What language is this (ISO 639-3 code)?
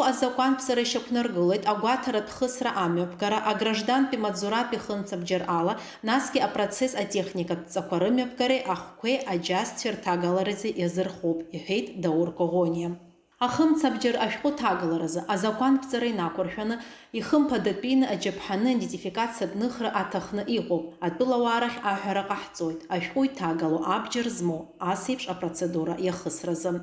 abk